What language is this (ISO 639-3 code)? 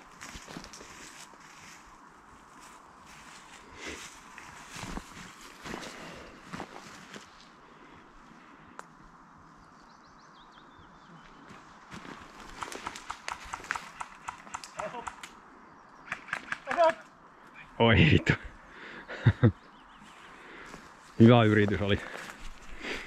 fin